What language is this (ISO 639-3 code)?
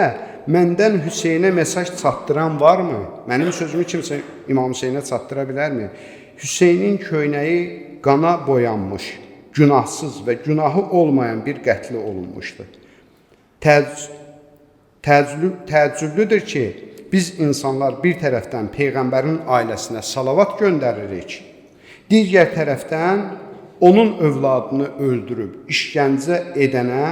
aze